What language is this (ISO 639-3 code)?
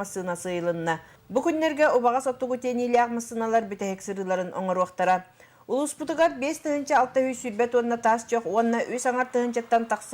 sah